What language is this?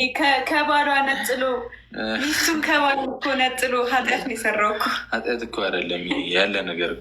Amharic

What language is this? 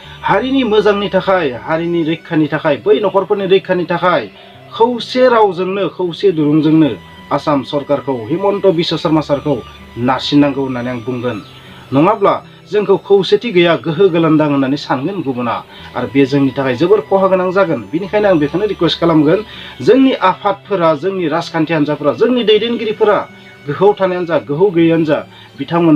Bodo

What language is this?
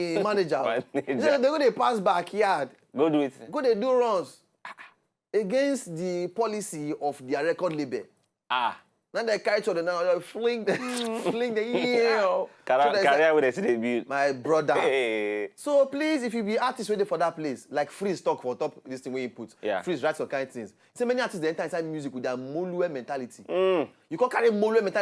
Nigerian Pidgin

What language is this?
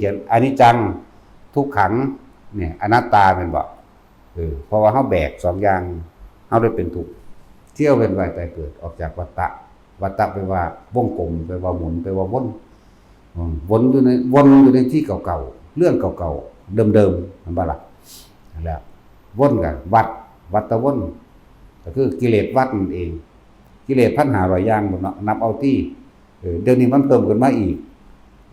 Northeastern Thai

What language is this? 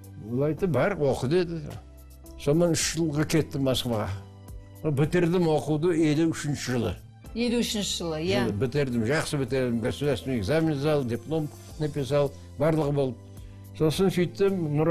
Kazakh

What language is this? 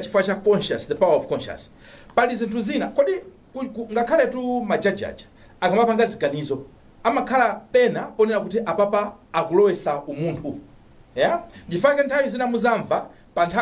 Nyanja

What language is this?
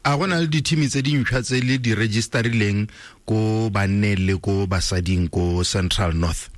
Tswana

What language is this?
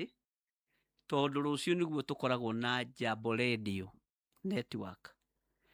Kikuyu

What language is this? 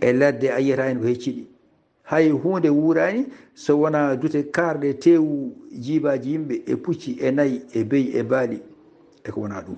Fula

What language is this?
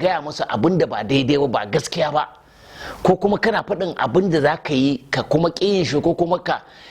Hausa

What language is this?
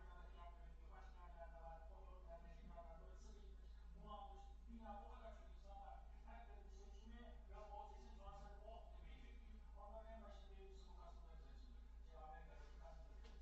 South Azerbaijani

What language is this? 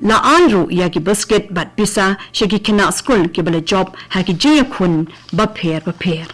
Khasi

